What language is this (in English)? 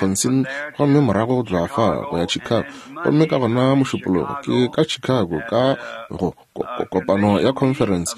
Northern Sotho